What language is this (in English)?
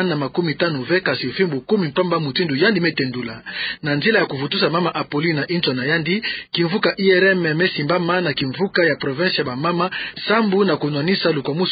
Kituba (Democratic Republic of Congo)